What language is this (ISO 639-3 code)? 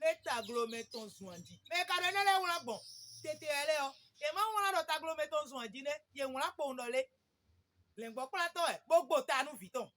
fon